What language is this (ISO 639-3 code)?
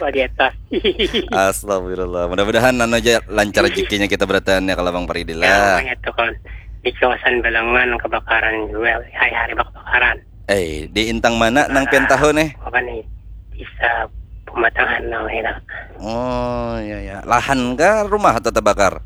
bjn